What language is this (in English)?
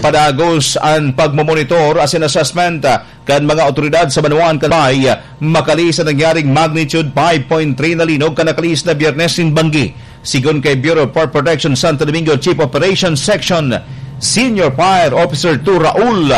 Bikol